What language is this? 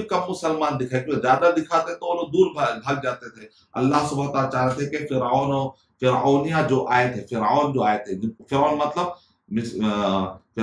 Urdu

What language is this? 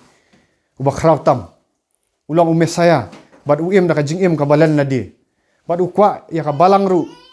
Khasi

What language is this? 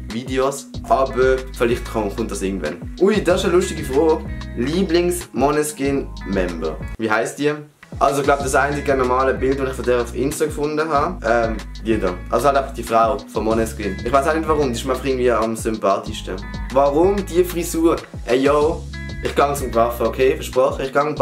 Swiss German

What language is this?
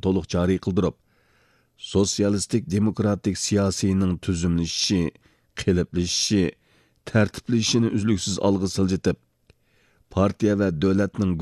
Uyghur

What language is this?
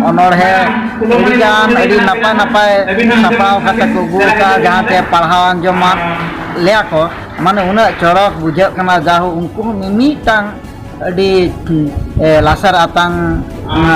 Santali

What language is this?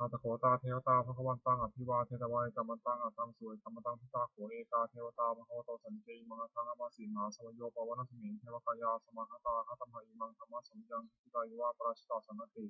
Pali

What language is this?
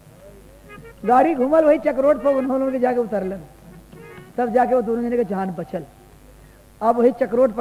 Bhojpuri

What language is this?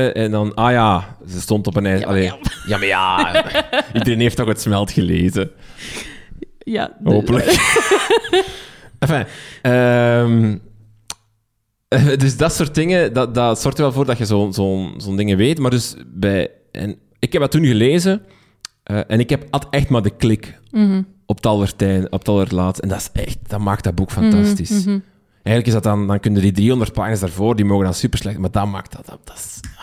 Dutch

